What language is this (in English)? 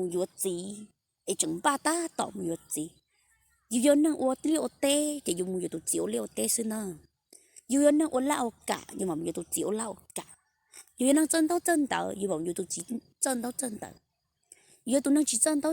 Hmong